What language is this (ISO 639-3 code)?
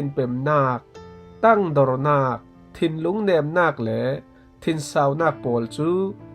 cfm